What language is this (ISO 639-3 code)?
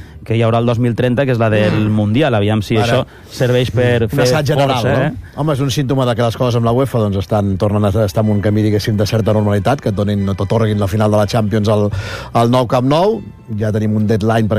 cat